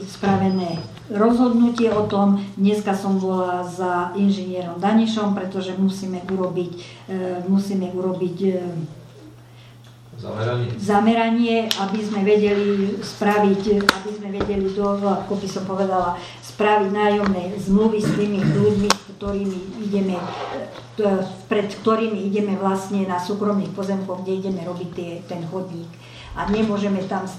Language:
Slovak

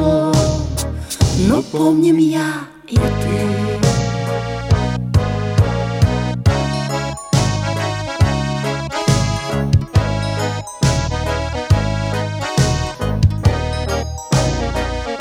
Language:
Russian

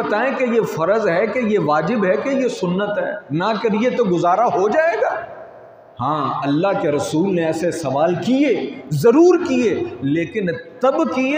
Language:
Urdu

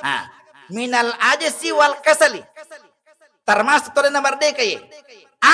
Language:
Buginese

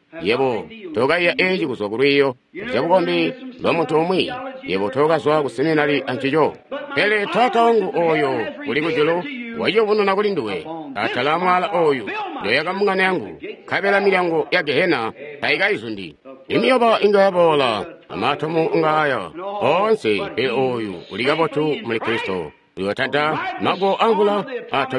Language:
Tonga (Zambia)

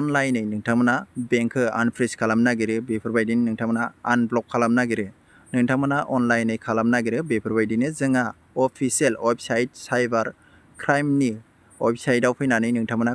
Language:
Bodo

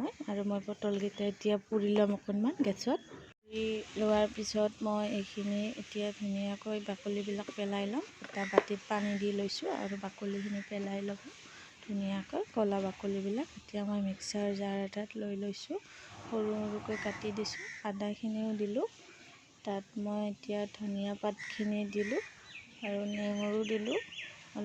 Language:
Assamese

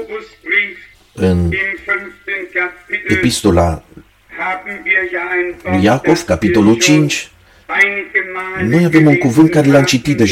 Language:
Romanian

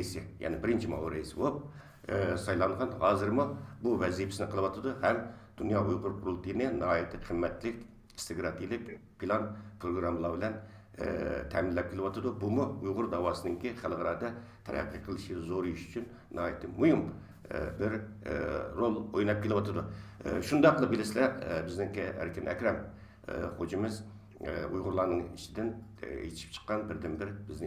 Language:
Uyghur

